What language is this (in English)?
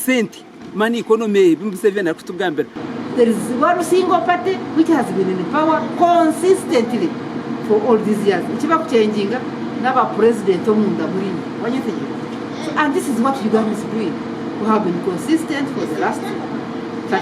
Nyankole